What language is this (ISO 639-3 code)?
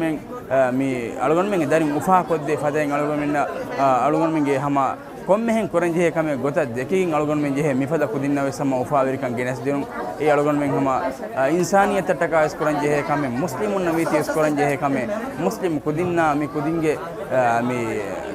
div